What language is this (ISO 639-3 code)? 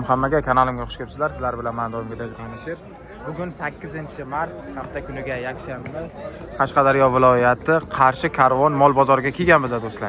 uzb